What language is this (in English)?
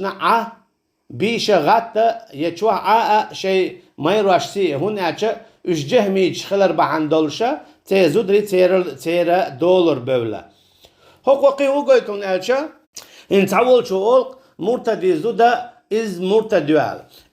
Chechen